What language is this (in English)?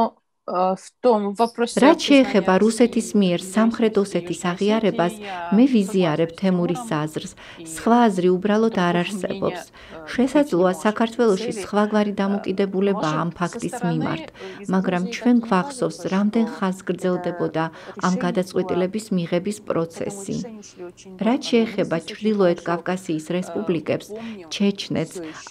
Georgian